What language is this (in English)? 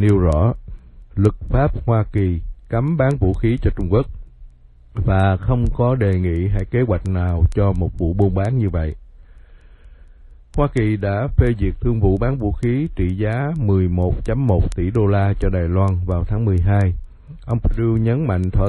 Vietnamese